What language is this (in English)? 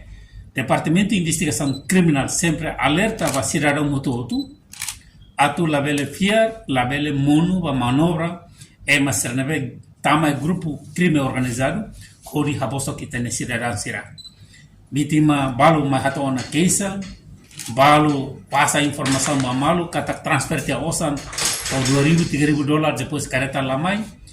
Tetum